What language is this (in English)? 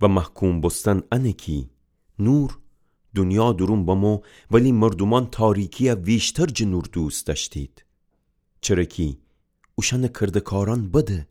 Gilaki